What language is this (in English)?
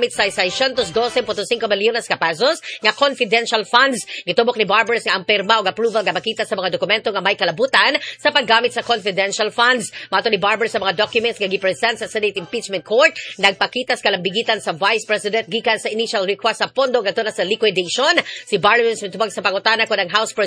Cebuano